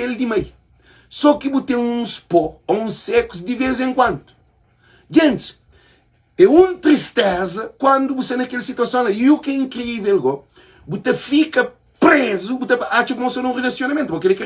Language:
Kabuverdianu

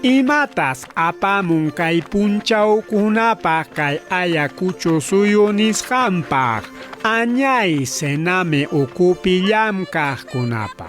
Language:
Ayacucho Quechua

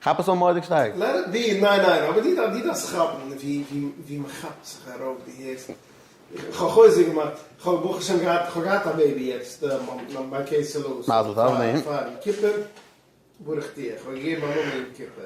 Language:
Yiddish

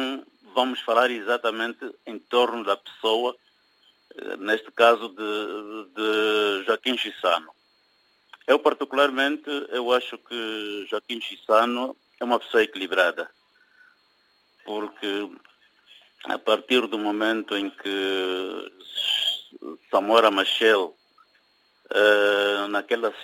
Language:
Portuguese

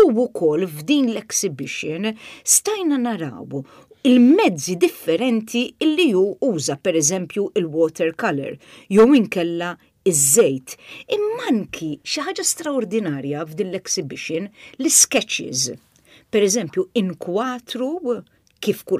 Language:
Maltese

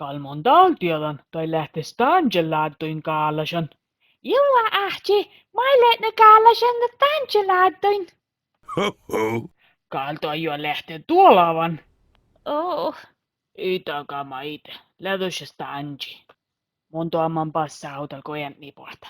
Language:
Northern Sami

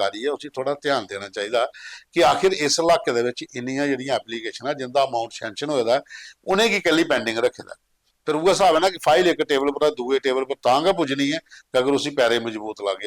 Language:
Dogri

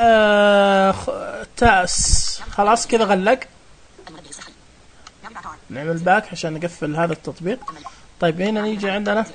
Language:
Najdi Arabic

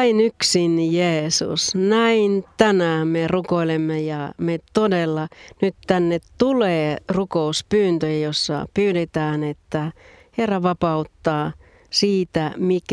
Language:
Finnish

